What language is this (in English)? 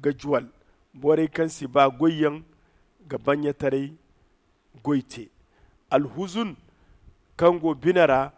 Zarma